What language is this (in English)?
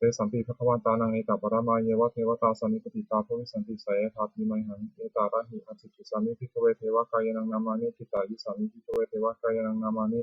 Pali